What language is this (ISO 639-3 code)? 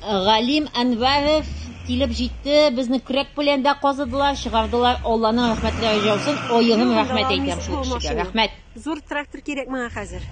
tat